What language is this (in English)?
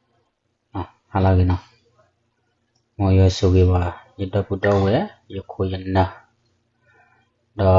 S'gaw Karen